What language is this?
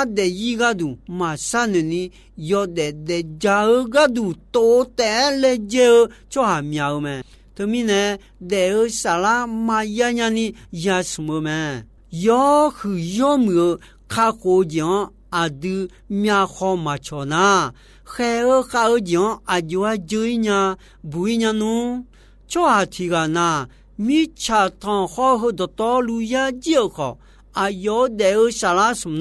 Akha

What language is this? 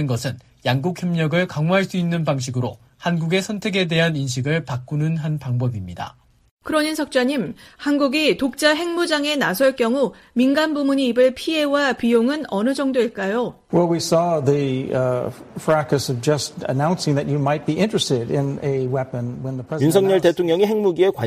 Korean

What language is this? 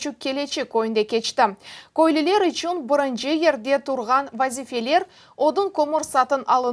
Crimean Tatar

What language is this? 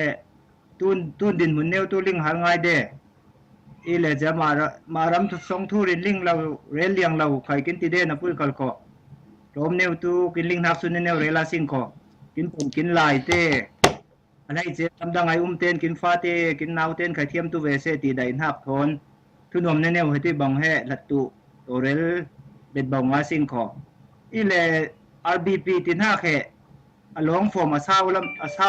Falam Chin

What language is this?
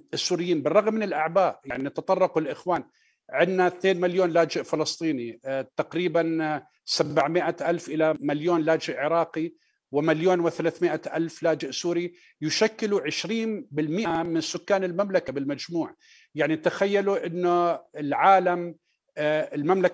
Arabic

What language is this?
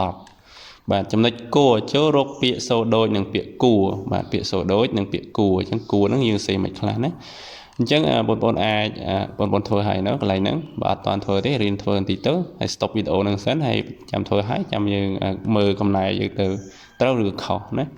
Khmer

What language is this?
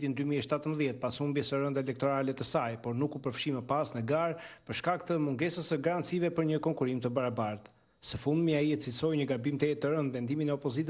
Albanian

